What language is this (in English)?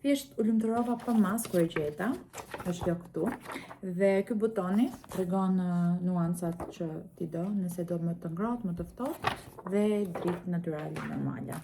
Albanian